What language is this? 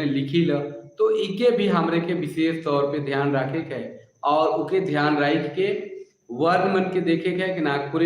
Sadri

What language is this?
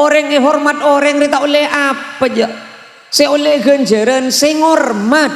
Madurese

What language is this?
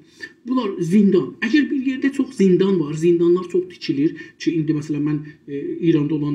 South Azerbaijani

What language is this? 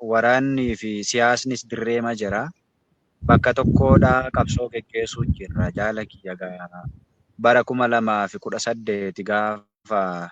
Oromo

